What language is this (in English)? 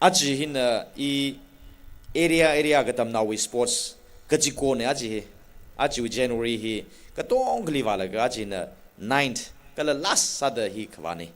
Tangkhul Naga (India)